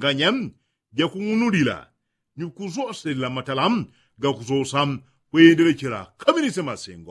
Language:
Yao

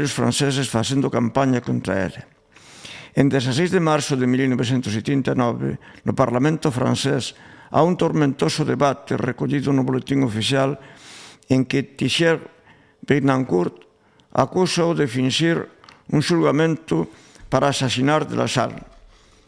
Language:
Galician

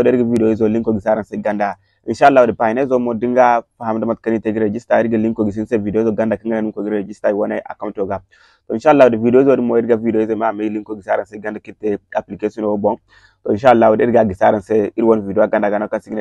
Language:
Zarma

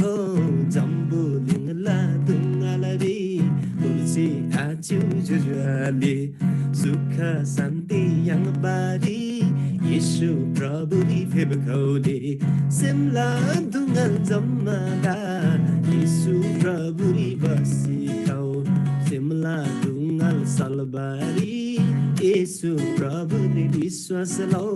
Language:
Eastern Tamang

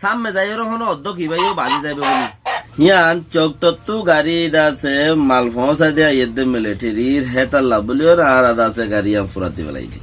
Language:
Rohingya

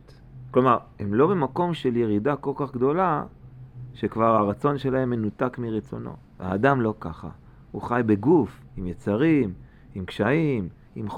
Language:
Hebrew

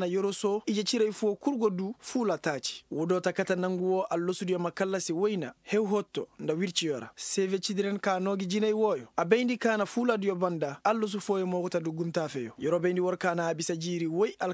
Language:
Koyraboro Senni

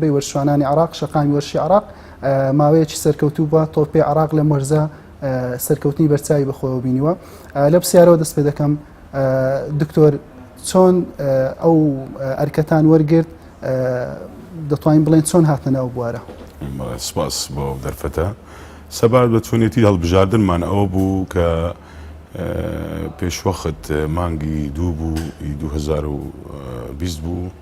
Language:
Central Kurdish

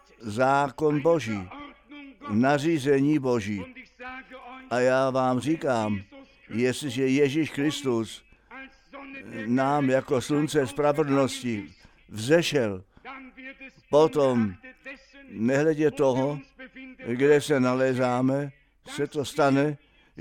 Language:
Czech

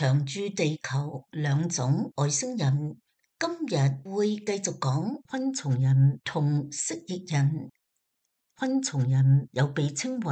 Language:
Cantonese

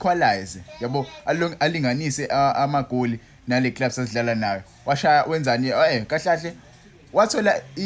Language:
Zulu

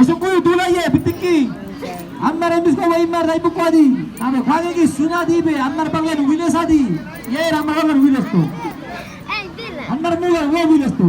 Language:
San Blas Kuna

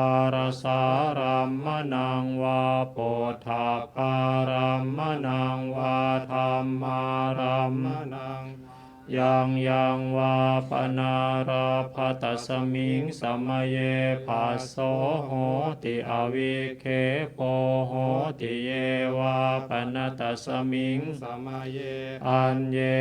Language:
Pali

